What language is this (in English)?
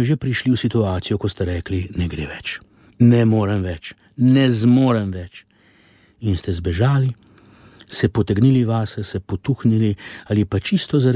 Slovenian